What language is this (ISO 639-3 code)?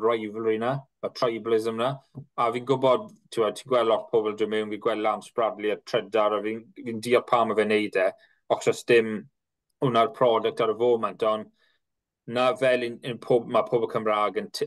cym